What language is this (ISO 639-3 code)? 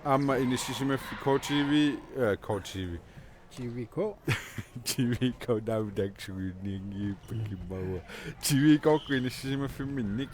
kal